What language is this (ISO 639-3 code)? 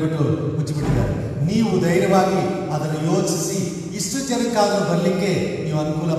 kan